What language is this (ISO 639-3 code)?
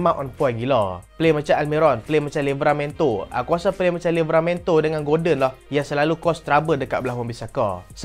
msa